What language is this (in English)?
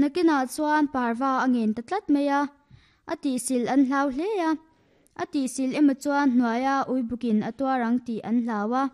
Mizo